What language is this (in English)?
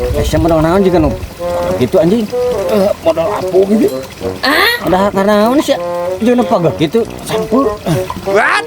Sundanese